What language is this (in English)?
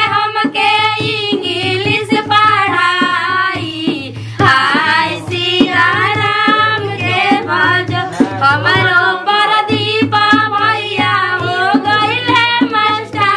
Bhojpuri